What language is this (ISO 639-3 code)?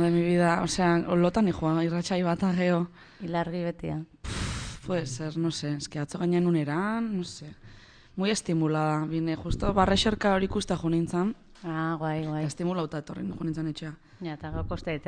eus